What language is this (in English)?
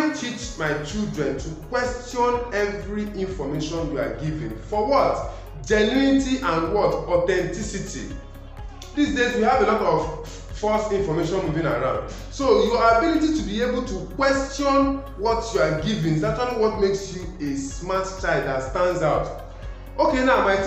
English